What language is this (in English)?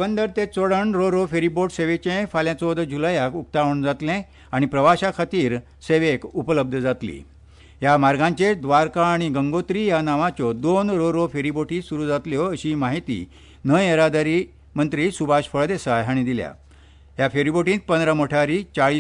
Konkani